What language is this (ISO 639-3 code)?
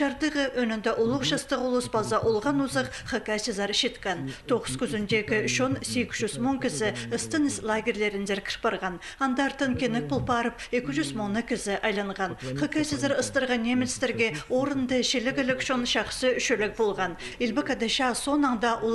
kjh